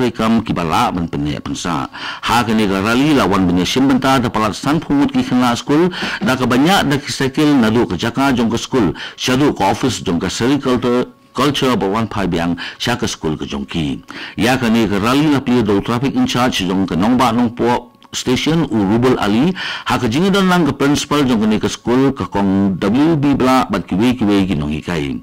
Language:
Khasi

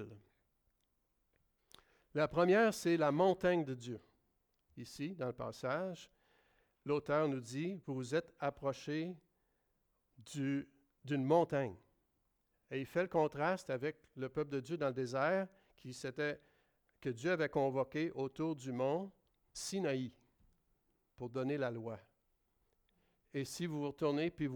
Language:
French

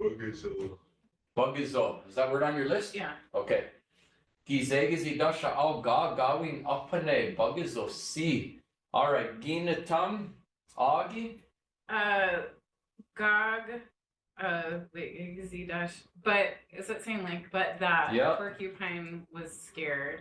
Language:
Chippewa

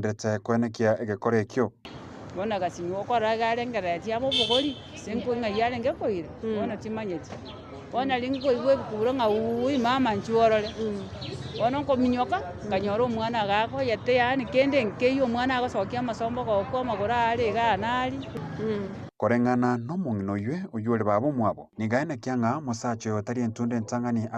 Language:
Gusii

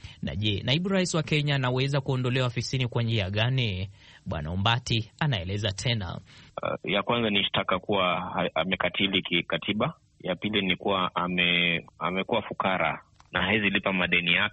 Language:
Swahili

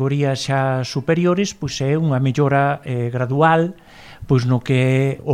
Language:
Galician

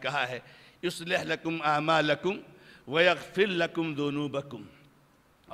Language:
Urdu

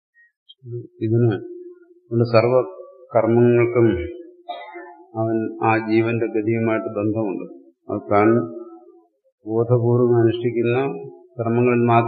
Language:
Malayalam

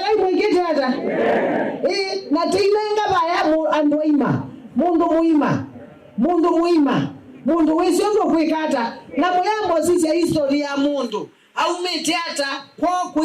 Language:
Kamba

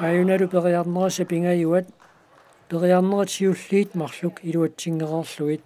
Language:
Kalaallisut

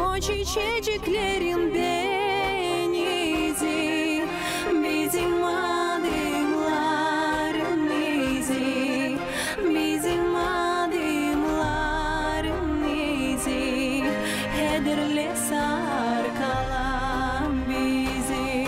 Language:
Gagauz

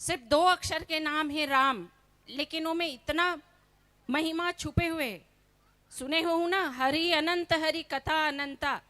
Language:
Chhattisgarhi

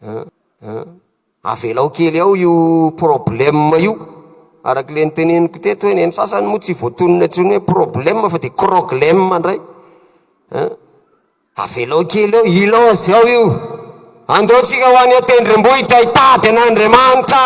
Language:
Malagasy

